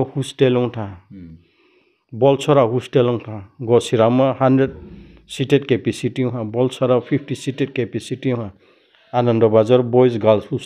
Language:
Riang (India)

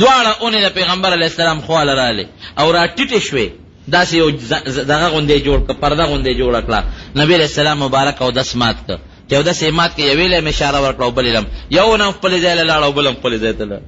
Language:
Pashto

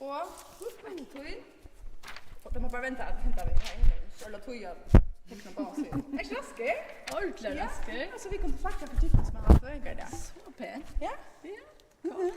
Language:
Faroese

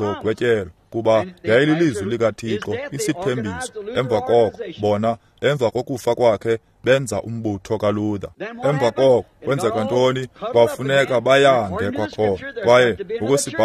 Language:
Xhosa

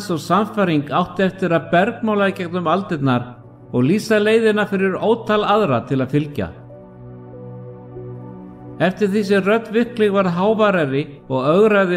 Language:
Icelandic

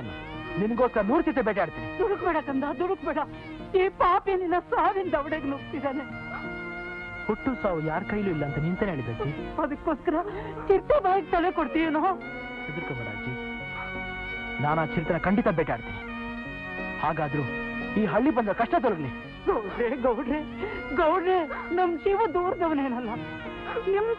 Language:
Kannada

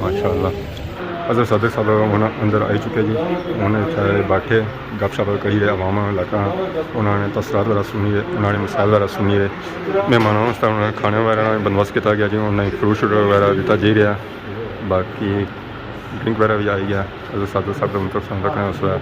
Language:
Pahari-Potwari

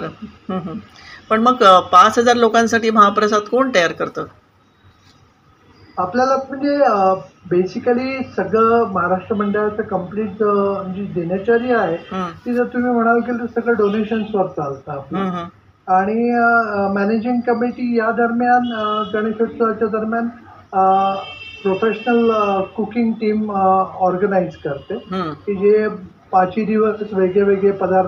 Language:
Marathi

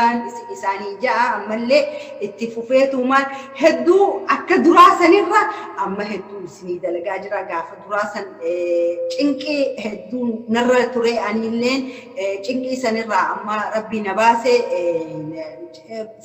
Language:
Oromo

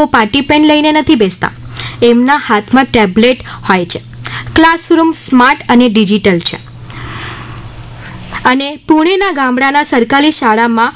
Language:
Gujarati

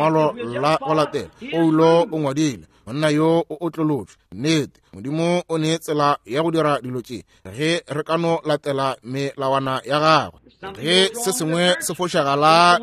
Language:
Northern Sotho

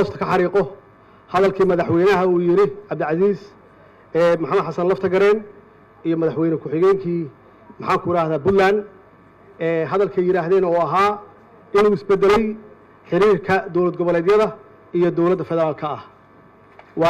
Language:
Somali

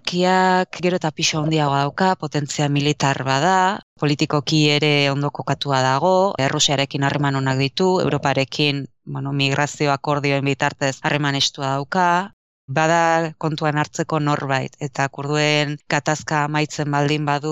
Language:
Basque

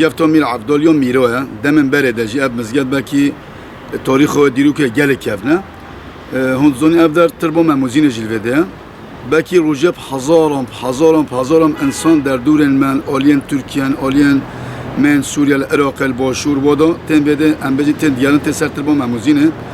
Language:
Kurdish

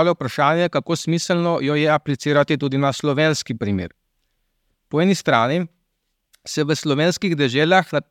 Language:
Slovenian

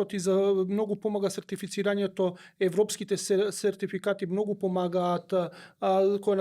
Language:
Macedonian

